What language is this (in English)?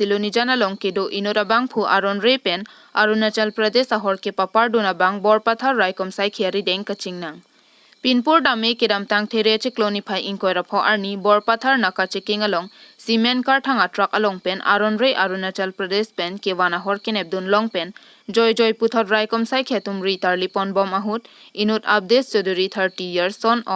Karbi